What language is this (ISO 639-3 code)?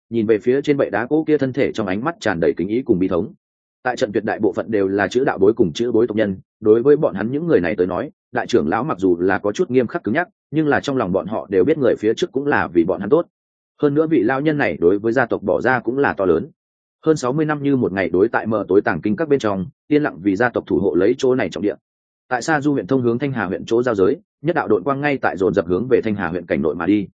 vie